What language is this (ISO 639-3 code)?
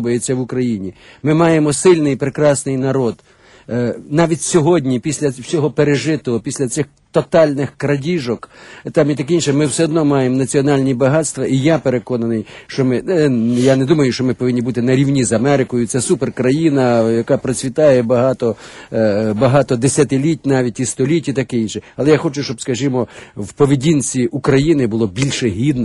ukr